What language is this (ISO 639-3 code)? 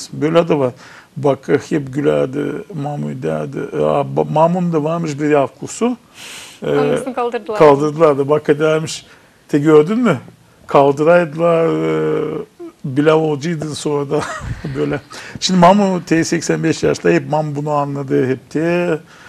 gag